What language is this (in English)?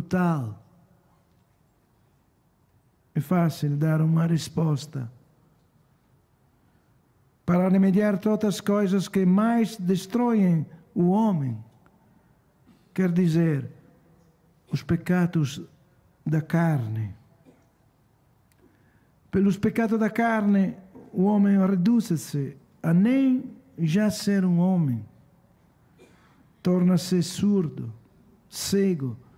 Portuguese